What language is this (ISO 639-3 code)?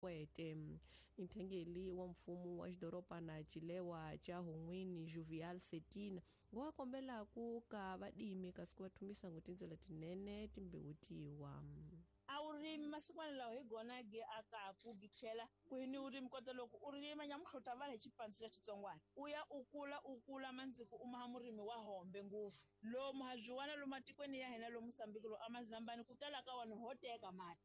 tso